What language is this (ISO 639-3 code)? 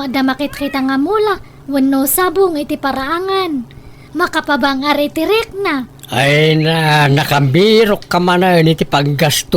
ilo